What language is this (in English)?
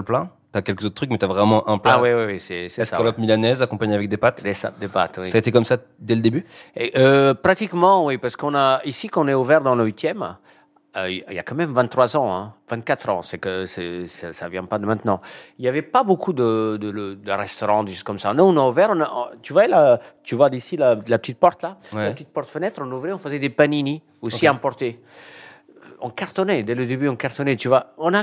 French